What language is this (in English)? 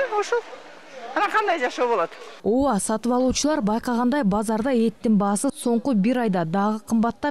Kyrgyz